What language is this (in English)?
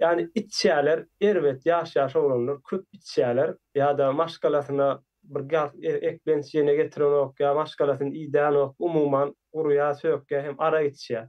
Turkmen